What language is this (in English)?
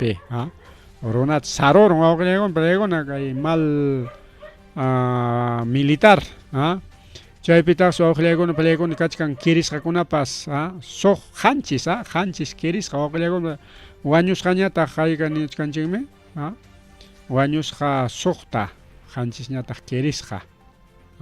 Ayacucho Quechua